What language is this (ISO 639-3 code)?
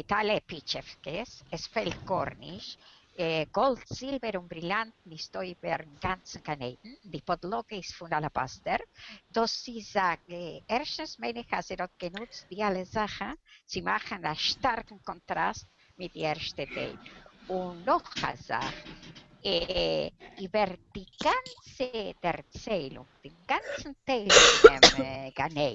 yid